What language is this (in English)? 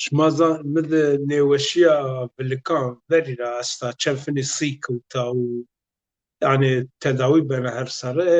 Zaza